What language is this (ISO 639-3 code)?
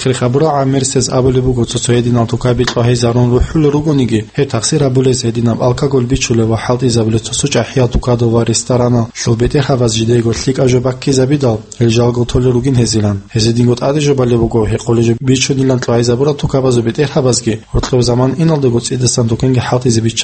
ava